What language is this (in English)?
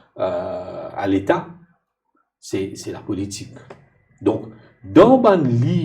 Morisyen